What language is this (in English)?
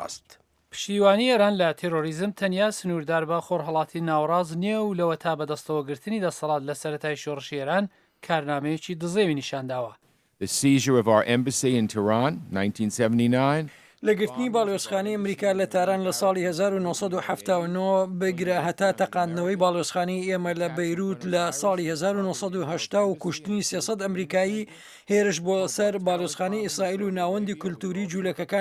Central Kurdish